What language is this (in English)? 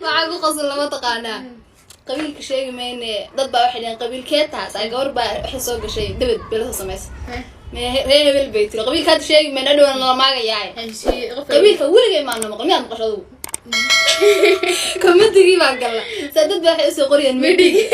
Somali